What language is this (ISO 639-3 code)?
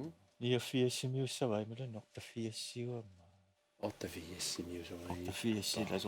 kal